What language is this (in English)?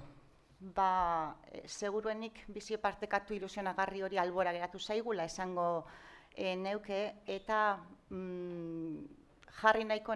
Basque